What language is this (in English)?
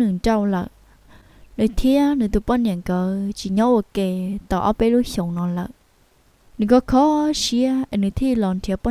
Hmong